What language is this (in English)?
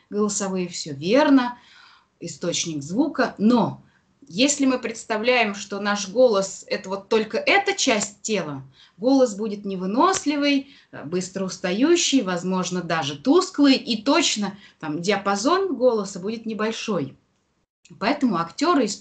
Russian